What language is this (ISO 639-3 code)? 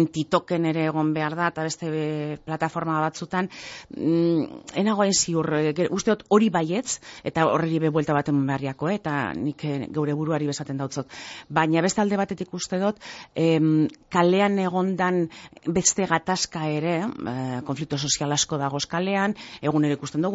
eus